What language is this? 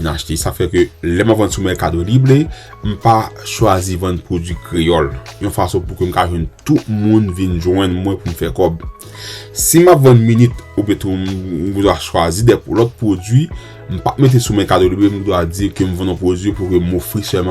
Haitian Creole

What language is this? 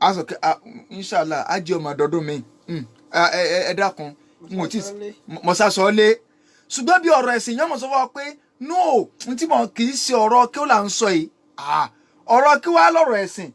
Yoruba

